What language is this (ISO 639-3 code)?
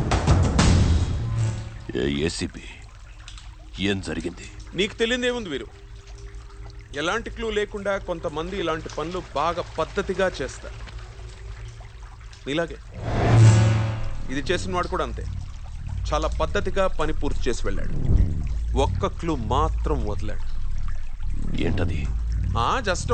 tel